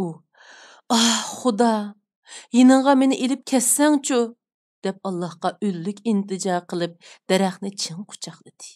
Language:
Uyghur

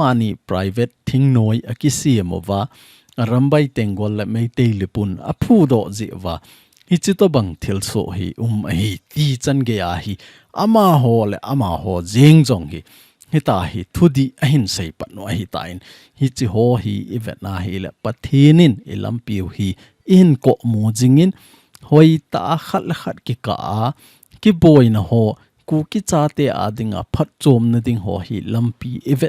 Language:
Thado Chin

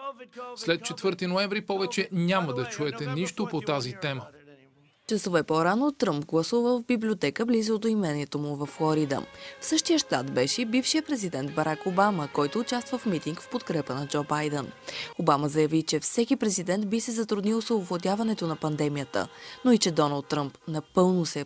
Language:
Bulgarian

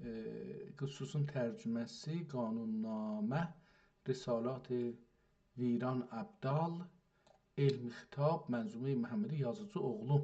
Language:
South Azerbaijani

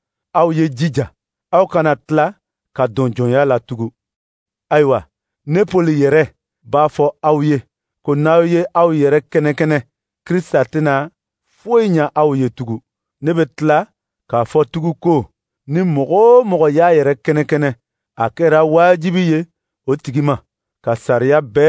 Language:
Dyula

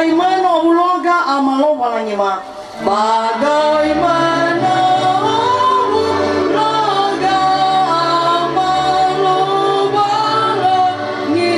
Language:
Nias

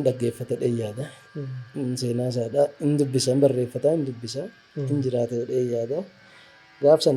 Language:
Oromo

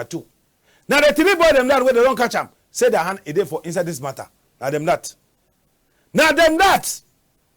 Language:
Cameroon Pidgin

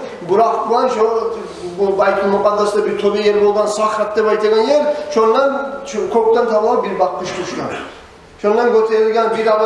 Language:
Kumyk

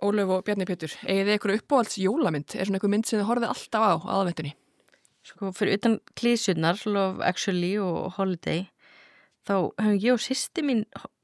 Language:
Icelandic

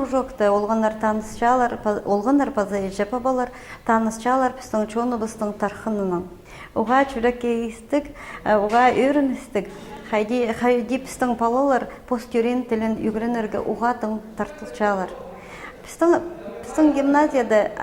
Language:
Khakas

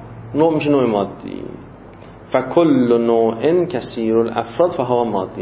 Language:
Persian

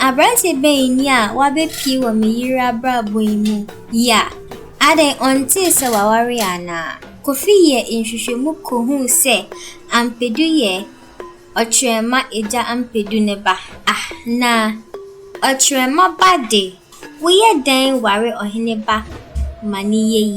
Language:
Akan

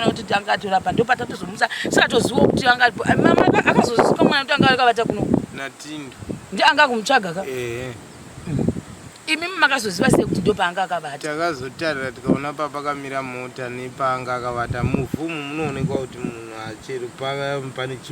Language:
Shona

